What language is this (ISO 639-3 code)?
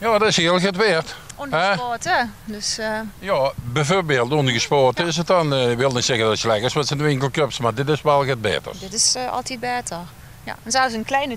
lim